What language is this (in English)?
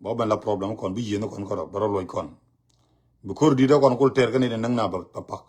Nuer